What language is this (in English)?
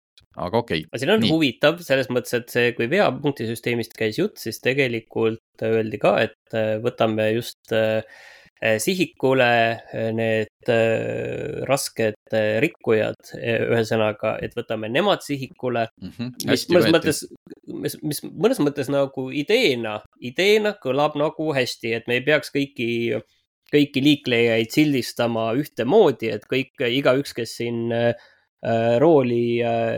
Estonian